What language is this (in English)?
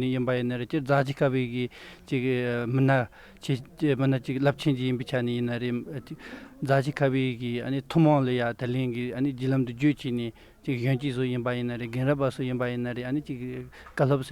Tibetan